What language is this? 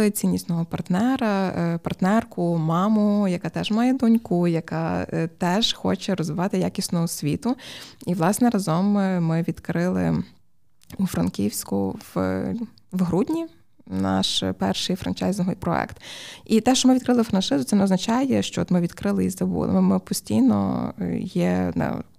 Ukrainian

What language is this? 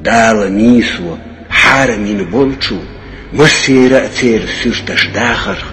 Chechen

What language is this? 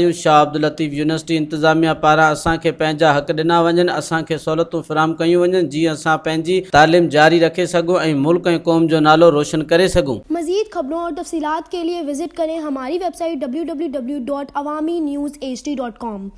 Sindhi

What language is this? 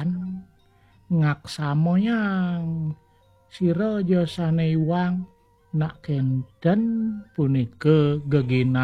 Balinese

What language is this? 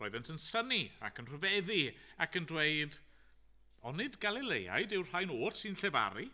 Welsh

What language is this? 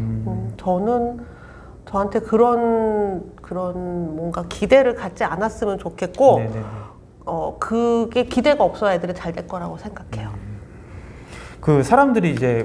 Korean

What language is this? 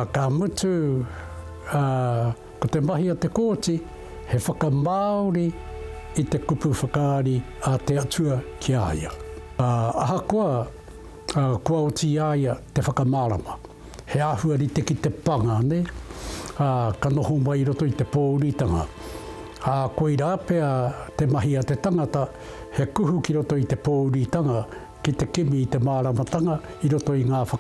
Māori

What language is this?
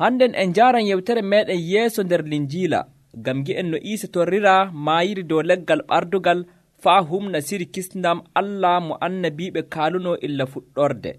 Nigerian Fulfulde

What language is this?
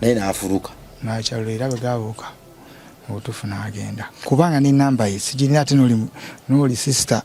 Ganda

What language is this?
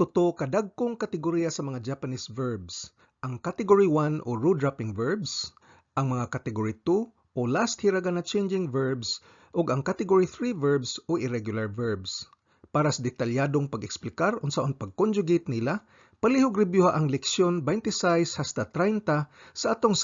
Cebuano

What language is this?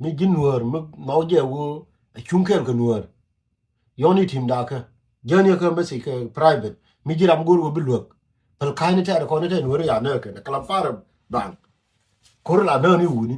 Nuer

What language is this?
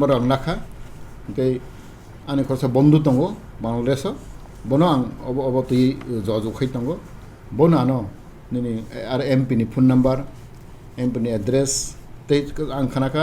Kok Borok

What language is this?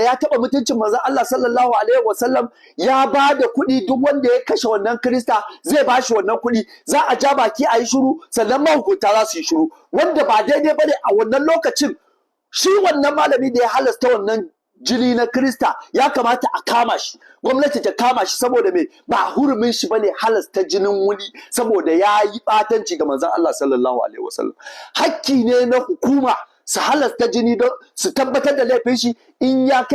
Hausa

